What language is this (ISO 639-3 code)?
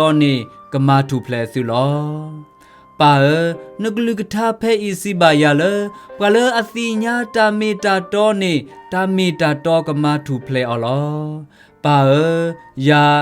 ksw